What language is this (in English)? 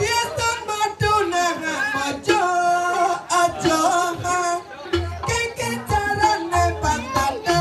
Balinese